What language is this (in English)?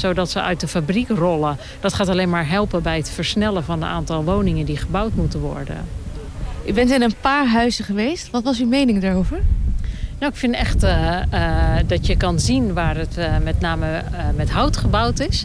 Dutch